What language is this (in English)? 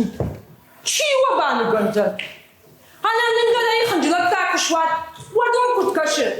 Ossetic